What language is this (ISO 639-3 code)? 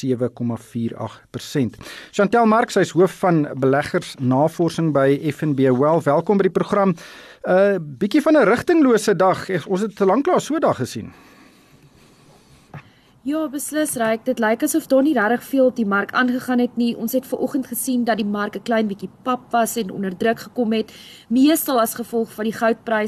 afr